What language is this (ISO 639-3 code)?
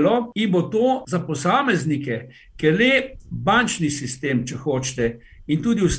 slv